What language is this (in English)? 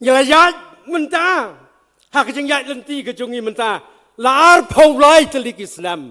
Khasi